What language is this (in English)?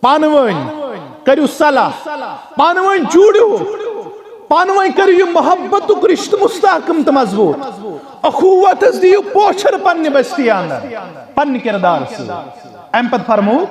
Kashmiri